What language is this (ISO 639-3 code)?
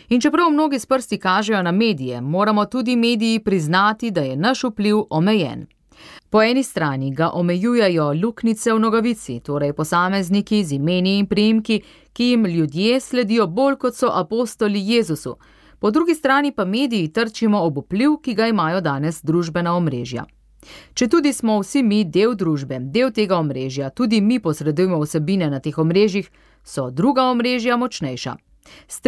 slv